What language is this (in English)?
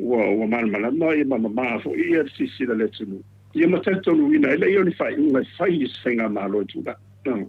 Samoan